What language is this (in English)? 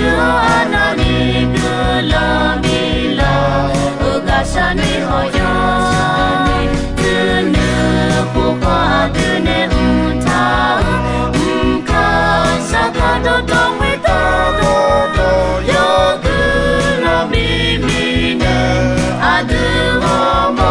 Akha